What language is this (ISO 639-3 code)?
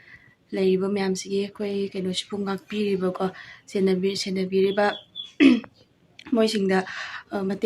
mni